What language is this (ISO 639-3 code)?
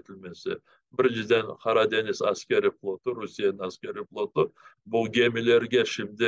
crh